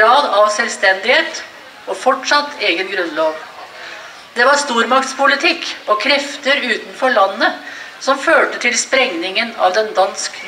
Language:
Norwegian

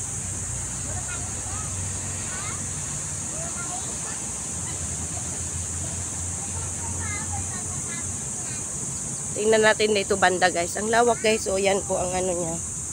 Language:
Filipino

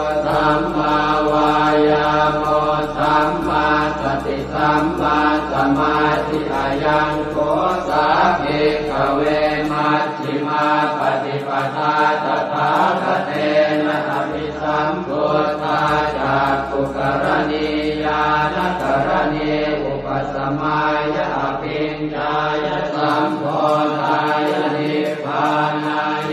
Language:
Pali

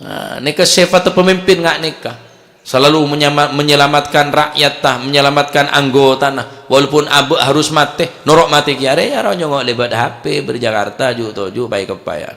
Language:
Madurese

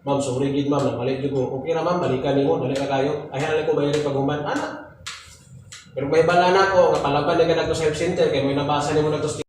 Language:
Cebuano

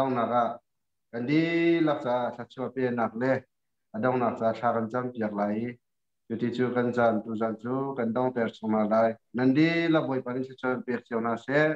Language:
Hakha Chin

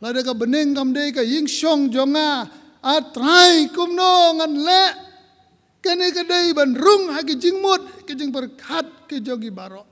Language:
Khasi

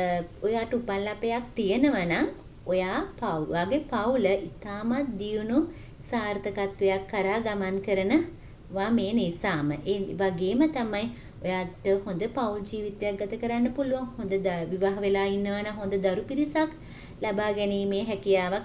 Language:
Sinhala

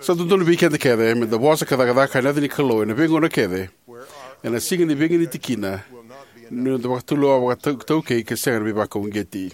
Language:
Fijian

